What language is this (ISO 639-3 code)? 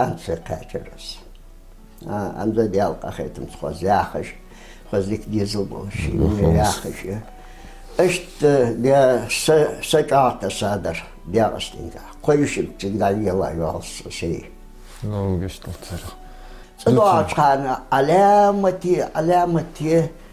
inh